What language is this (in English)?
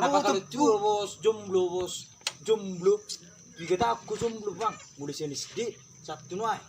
Batak Toba